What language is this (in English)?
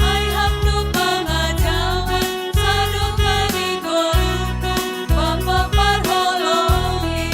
Batak Simalungun